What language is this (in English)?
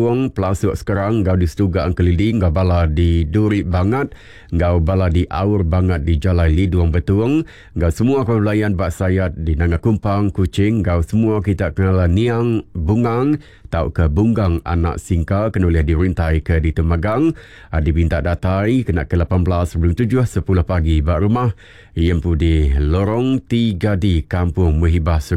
Iban